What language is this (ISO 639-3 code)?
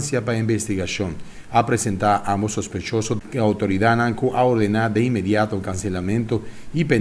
pap